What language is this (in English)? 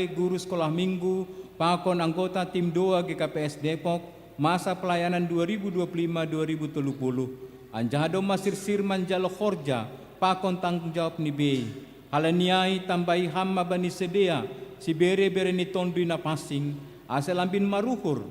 Batak Simalungun